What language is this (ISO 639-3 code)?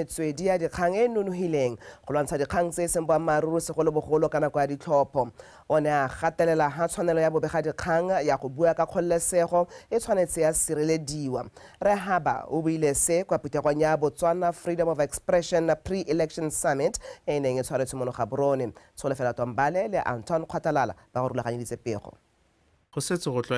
tsn